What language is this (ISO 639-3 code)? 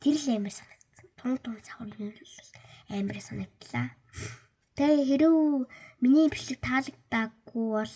mon